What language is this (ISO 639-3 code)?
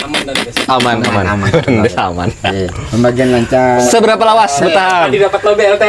bjn